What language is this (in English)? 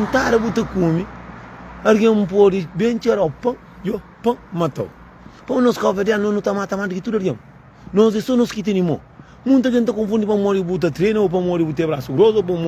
Kabuverdianu